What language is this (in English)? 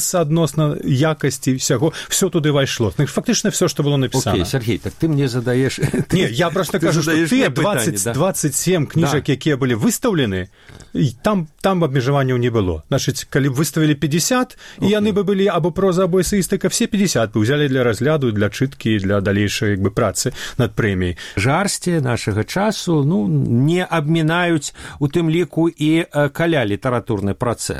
Belarusian